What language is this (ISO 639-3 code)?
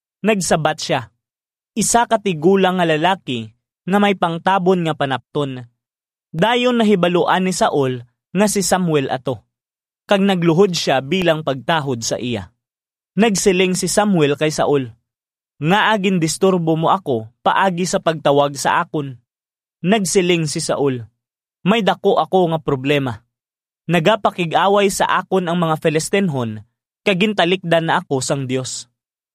hil